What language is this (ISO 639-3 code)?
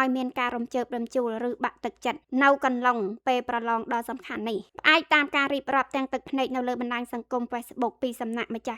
khm